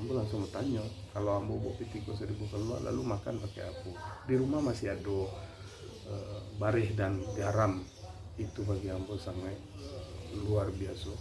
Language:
Minangkabau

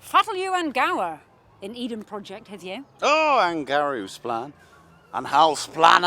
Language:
Cornish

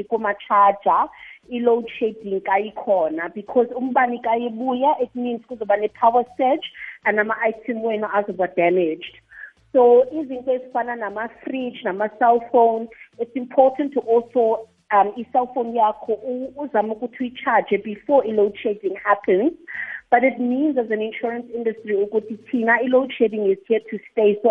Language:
South Ndebele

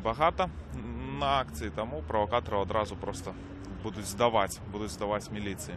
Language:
Belarusian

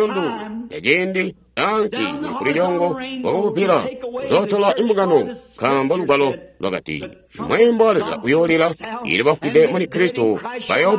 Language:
Tonga (Zambia)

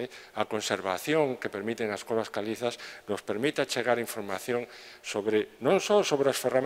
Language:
Galician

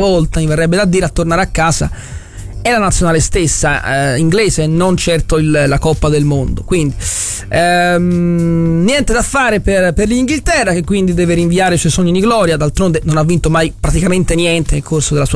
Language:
Italian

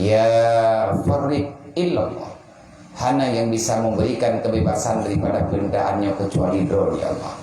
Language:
Achinese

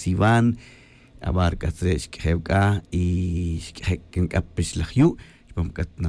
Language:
Kaqchikel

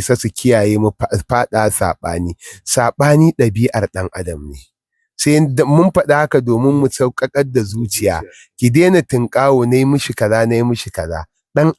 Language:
Hausa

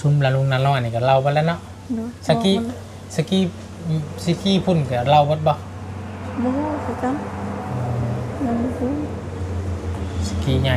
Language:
Lao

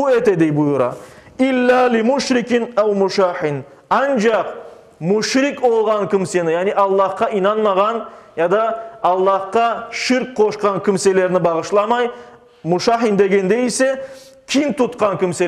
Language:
Crimean Tatar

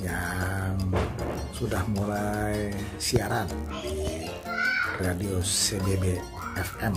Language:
Betawi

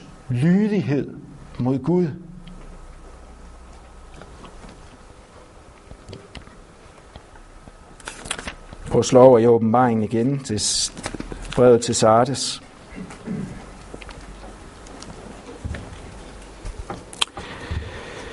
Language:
Danish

